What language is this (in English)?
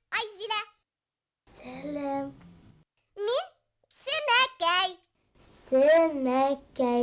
Bashkir